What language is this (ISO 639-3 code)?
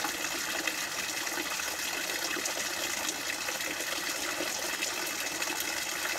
fin